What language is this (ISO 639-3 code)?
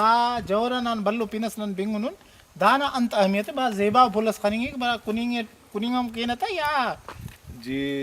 brh